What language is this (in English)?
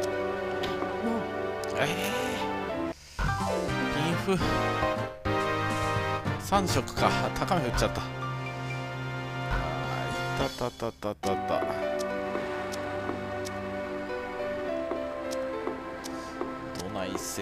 Japanese